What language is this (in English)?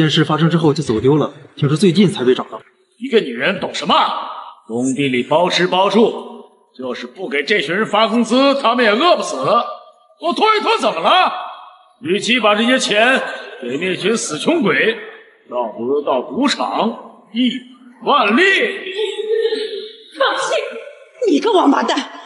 Chinese